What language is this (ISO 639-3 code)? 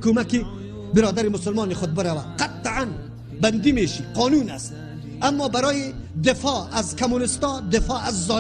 fas